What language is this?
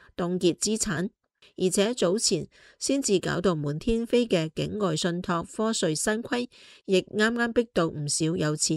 Cantonese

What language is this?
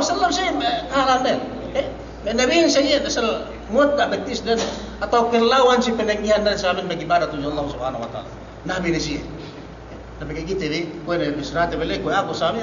Yakan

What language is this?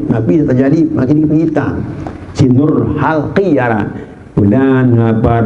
Sasak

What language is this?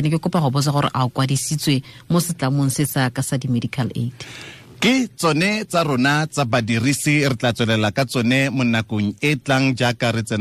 Tswana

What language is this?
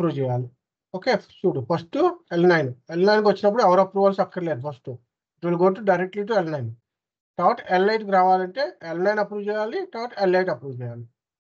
Telugu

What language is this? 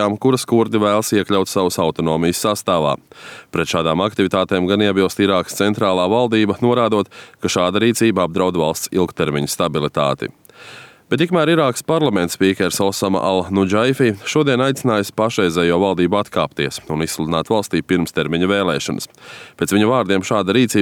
Latvian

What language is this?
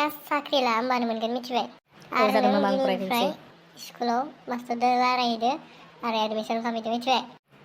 Bodo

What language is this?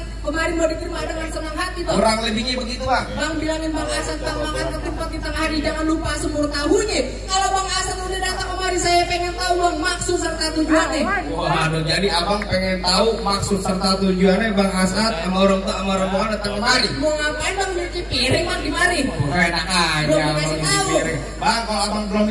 Betawi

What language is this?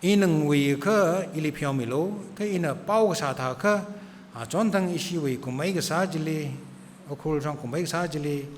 Tangkhul Naga (India)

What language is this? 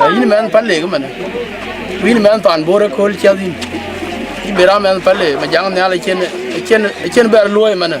Dinka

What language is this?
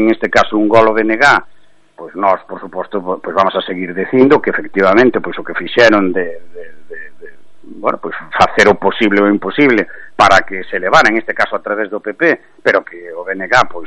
Galician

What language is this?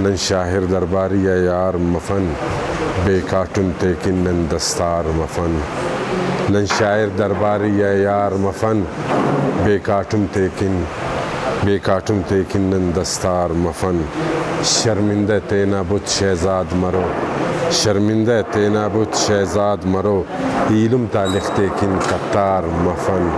Brahui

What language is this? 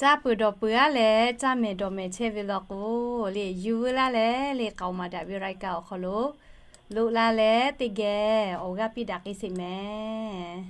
Lahu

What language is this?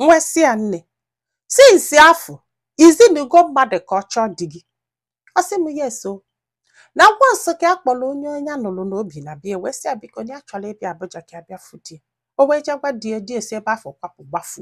Igbo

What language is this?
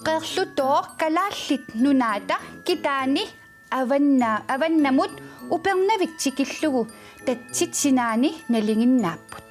Kalaallisut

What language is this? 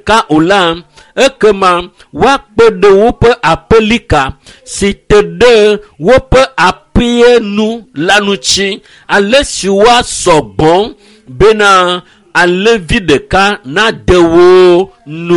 Ewe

